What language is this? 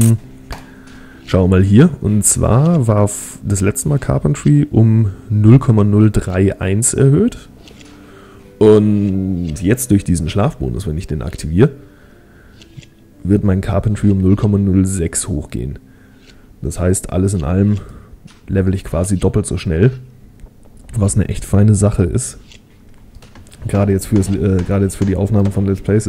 German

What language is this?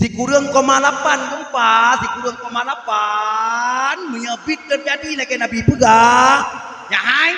Achinese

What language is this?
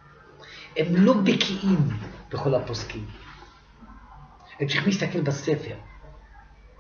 Hebrew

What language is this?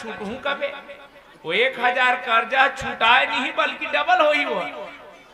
Chhattisgarhi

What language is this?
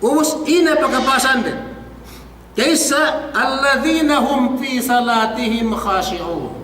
Yakan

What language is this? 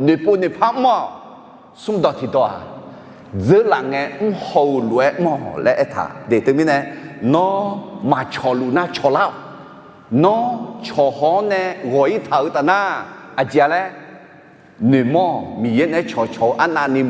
Akha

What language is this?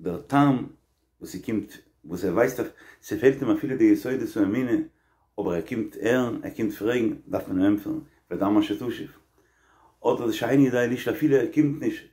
Yiddish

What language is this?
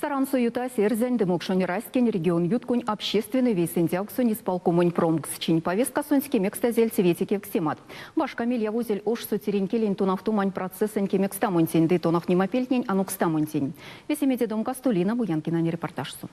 Erzya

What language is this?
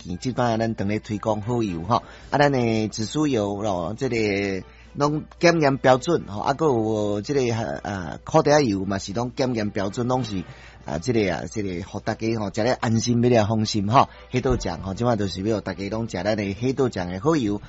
Min Nan Chinese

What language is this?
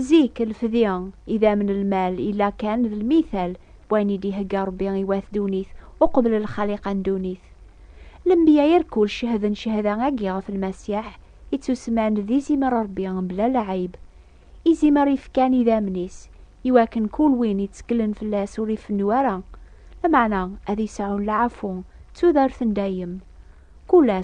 Kabyle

